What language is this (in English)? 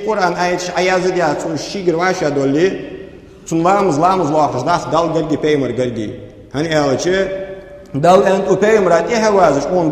Ingush